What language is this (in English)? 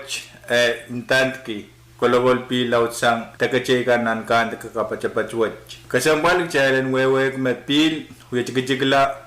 Pohnpeian